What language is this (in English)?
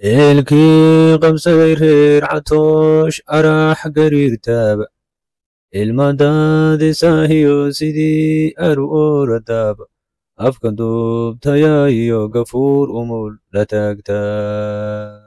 Somali